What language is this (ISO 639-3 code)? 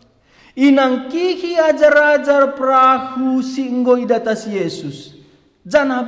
btx